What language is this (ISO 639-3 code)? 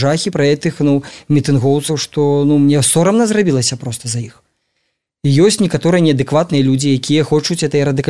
bel